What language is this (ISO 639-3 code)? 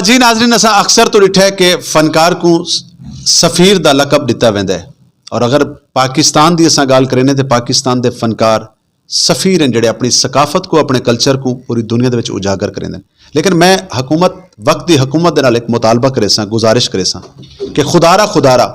skr